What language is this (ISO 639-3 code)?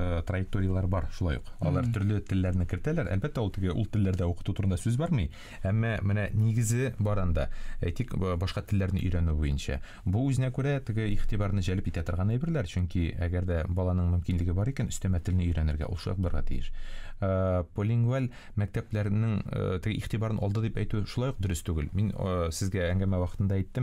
tat